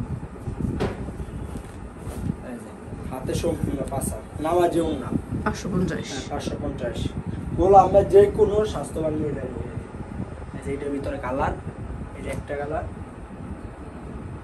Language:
Bangla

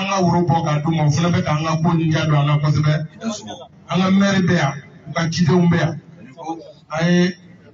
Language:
Bambara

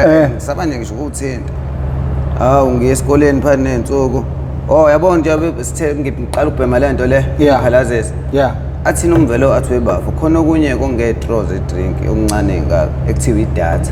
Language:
Zulu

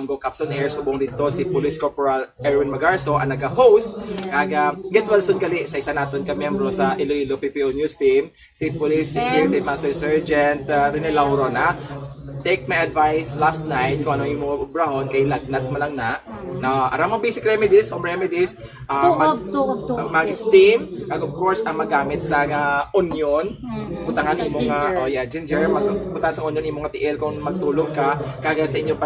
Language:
Hiligaynon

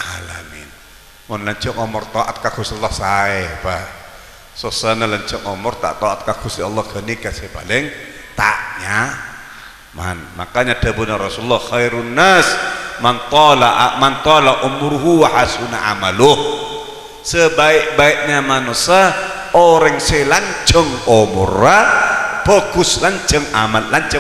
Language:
Madurese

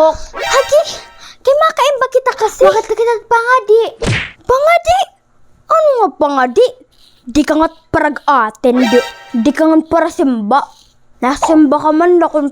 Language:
Waray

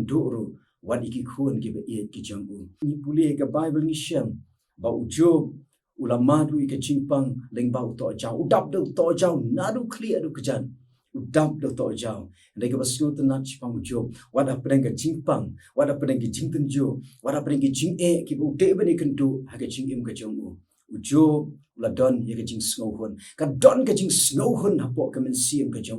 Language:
Khasi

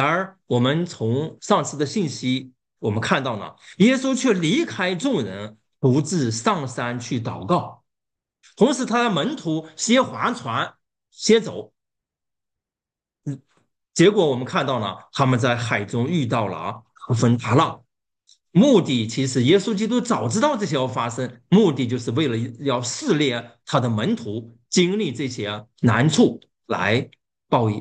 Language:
Chinese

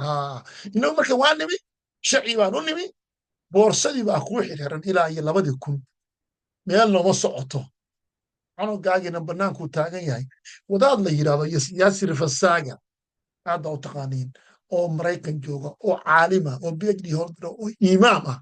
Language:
Somali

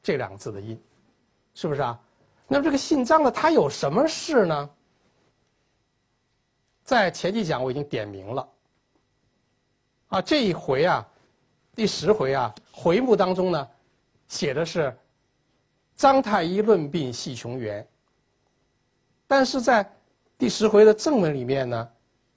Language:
Chinese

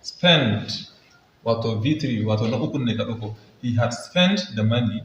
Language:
Hausa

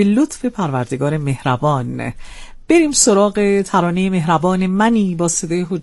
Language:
Persian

